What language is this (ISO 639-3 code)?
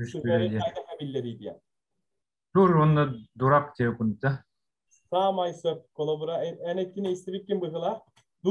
sah